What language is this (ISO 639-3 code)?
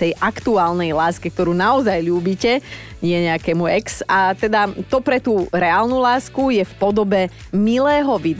slk